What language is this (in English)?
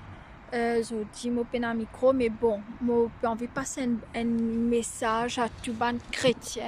Morisyen